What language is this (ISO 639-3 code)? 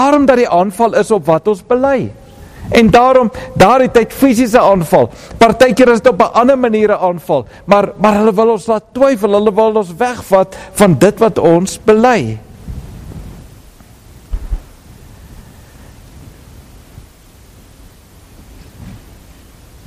afr